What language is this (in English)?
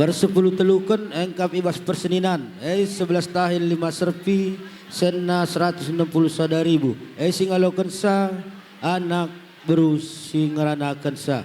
Batak Karo